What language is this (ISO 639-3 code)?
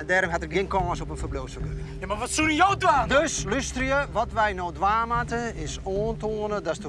fry